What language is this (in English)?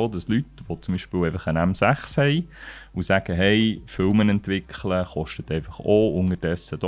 Swiss German